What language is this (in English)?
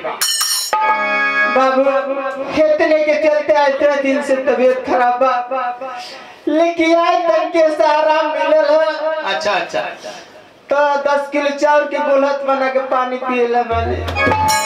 Bhojpuri